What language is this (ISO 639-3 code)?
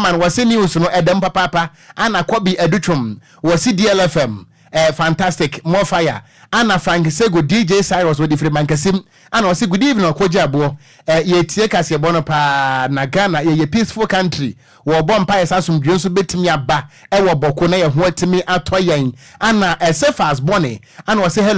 aka